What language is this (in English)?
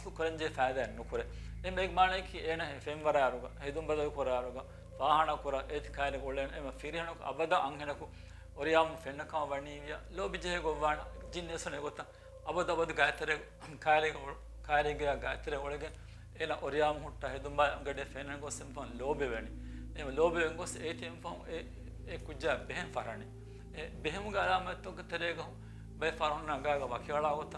Divehi